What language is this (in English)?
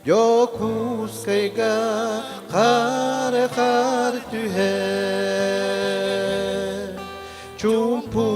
Yakut